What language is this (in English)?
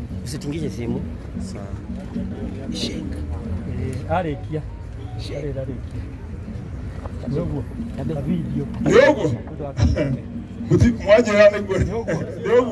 Swahili